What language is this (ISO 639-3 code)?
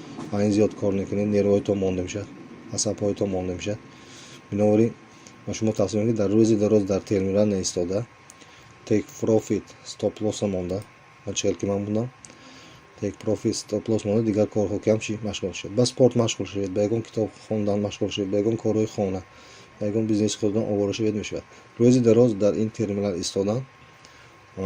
tgk